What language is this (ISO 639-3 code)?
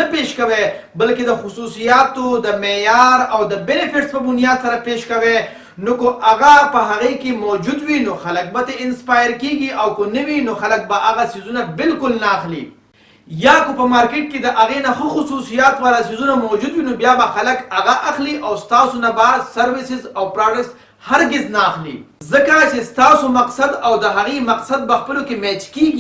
pus